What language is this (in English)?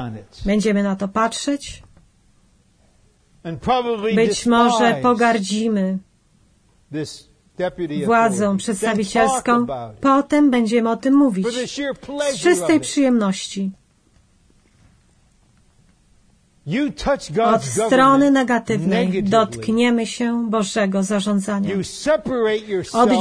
Polish